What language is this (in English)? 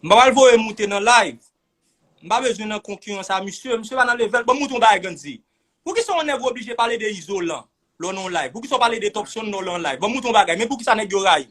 Haitian Creole